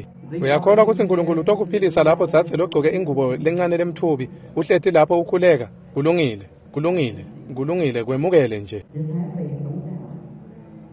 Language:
Swati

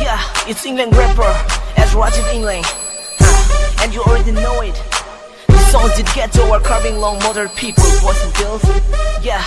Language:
Karbi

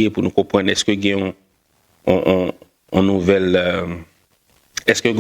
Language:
Haitian Creole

